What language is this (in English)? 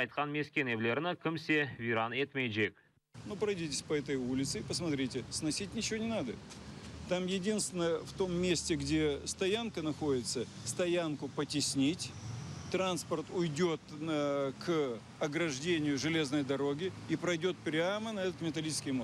Crimean Tatar